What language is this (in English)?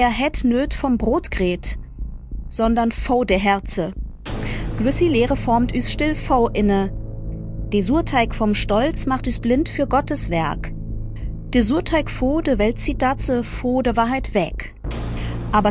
Swiss German